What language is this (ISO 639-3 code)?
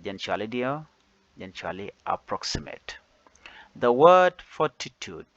nus